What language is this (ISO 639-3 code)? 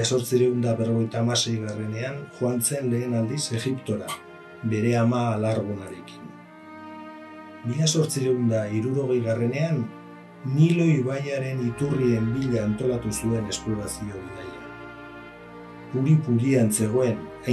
eus